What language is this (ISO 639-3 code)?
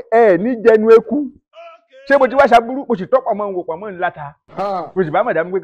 yor